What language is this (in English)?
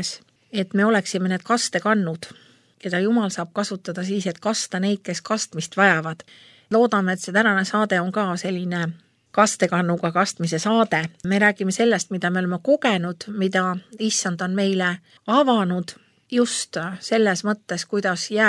Estonian